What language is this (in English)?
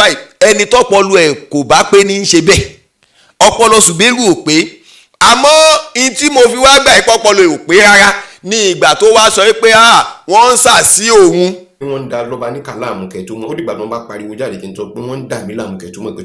Yoruba